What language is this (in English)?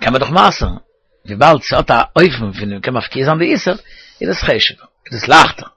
Yiddish